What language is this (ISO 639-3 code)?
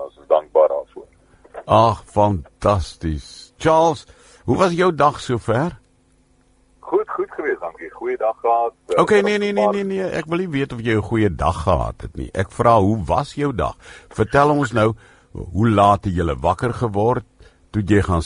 afr